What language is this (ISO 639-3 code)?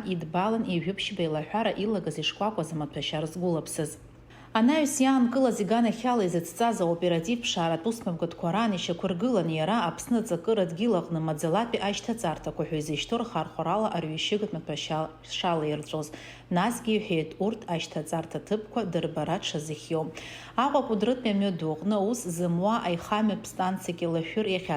abk